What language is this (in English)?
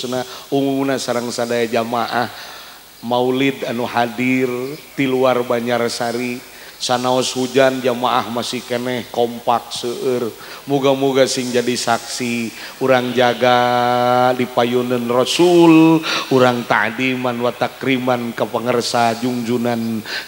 Sundanese